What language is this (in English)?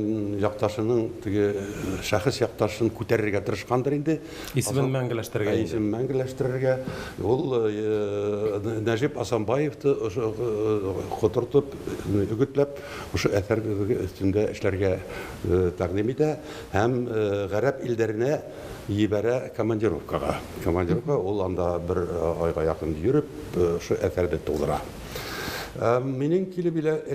Bashkir